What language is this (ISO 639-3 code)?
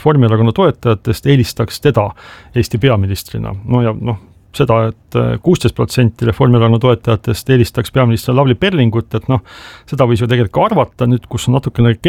est